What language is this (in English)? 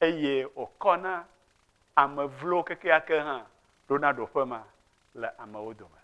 Ewe